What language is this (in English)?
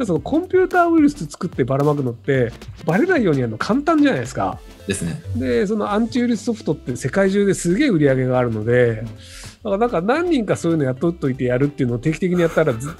Japanese